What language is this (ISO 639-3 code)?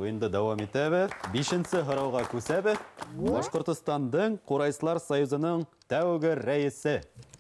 bak